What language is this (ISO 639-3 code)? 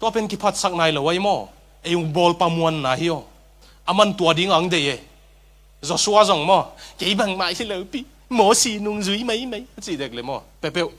ctd